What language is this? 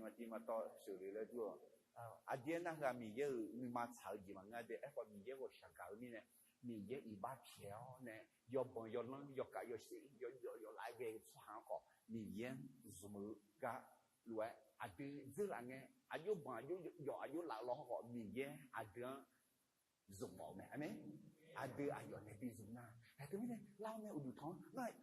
Akha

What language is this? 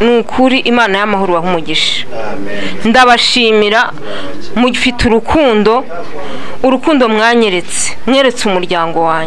Kinyarwanda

